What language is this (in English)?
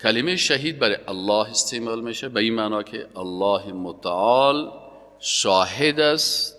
Persian